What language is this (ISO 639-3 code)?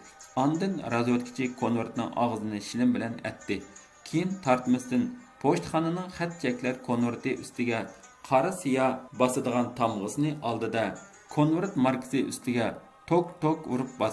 uig